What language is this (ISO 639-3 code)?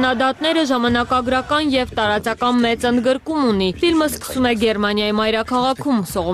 hye